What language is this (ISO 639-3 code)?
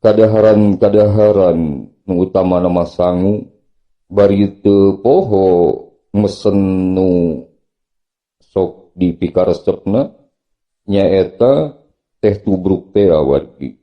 sun